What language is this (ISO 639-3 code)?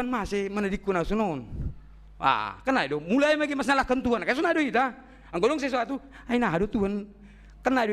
bts